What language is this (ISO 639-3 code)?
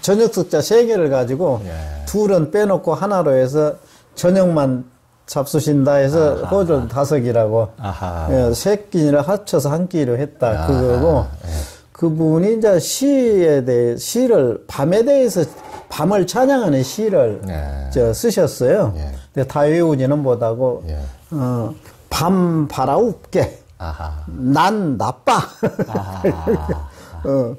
kor